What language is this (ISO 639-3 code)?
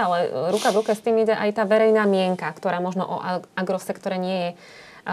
slk